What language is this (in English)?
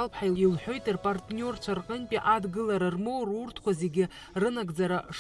Abkhazian